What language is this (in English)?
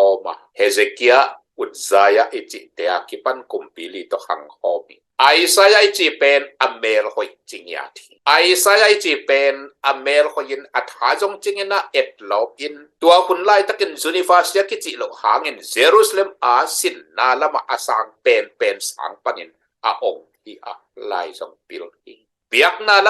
Tedim Chin